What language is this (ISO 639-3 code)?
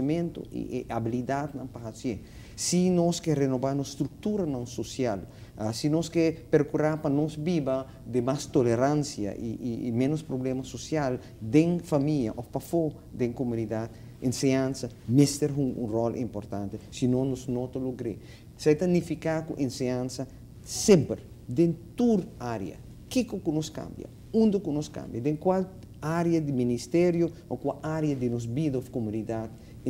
pap